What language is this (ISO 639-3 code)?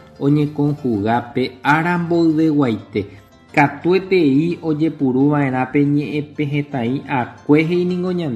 grn